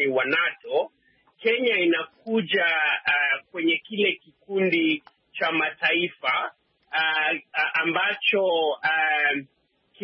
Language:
Swahili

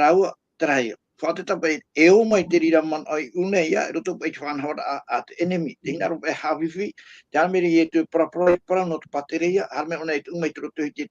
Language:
Tahitian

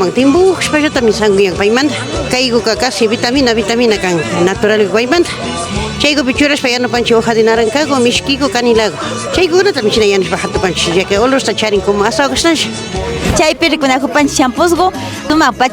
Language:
Imbabura Highland Quichua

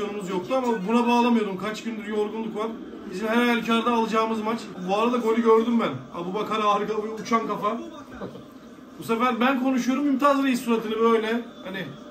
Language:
Turkish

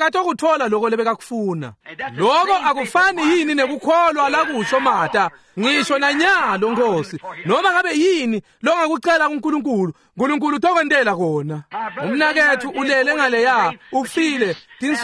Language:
Swati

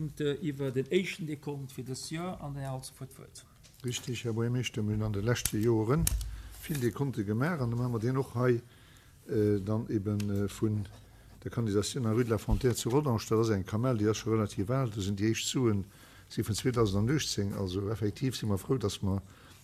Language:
Luxembourgish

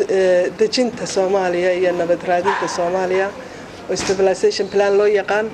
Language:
Somali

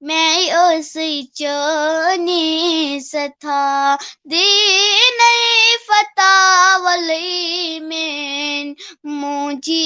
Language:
Kashmiri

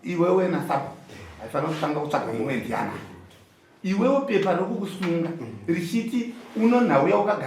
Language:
Shona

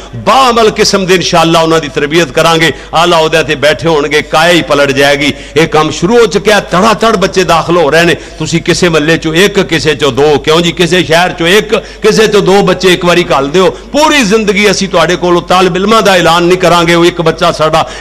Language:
Western Panjabi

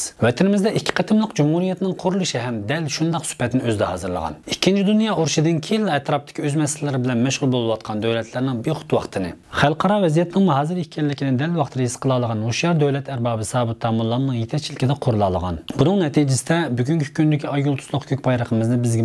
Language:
Uyghur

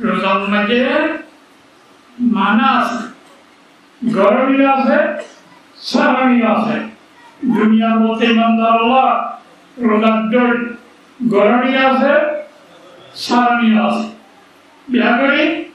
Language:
Rohingya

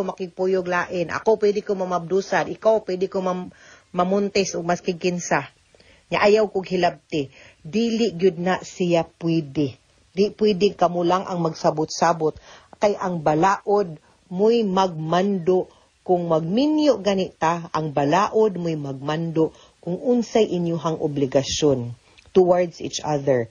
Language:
Cebuano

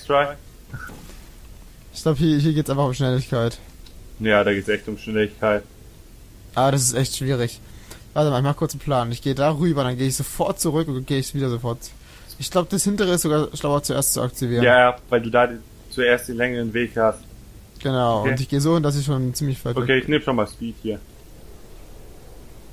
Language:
German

